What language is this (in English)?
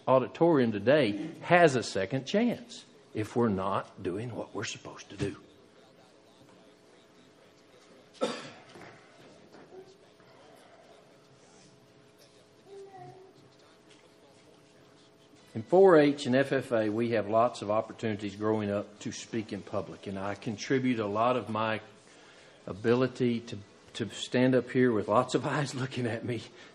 English